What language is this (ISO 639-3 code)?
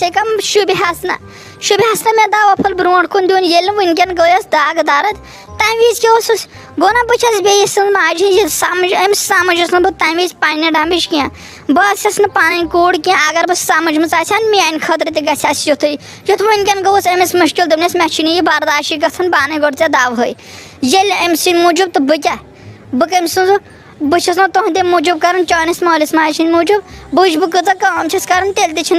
kas